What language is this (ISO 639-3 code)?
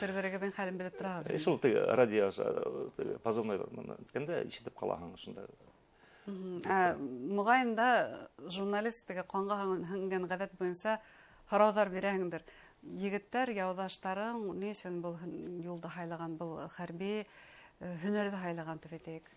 bak